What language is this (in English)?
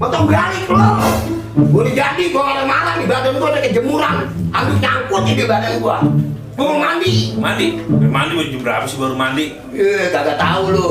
Betawi